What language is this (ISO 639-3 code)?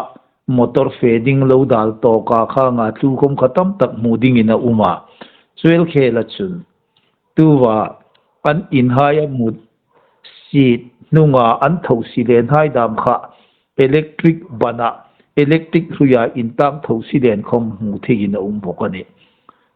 hmr